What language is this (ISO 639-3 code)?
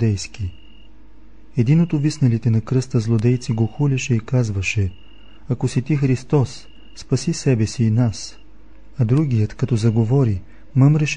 bul